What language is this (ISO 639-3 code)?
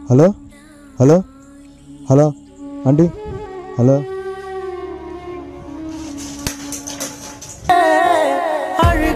tel